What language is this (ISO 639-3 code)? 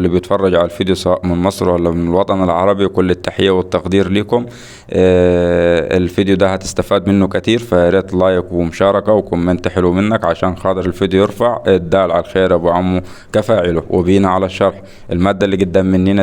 arz